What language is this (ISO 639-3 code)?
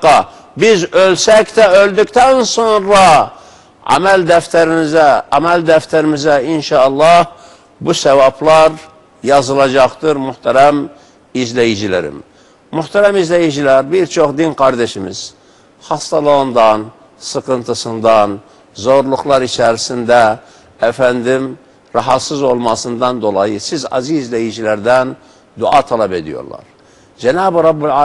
tur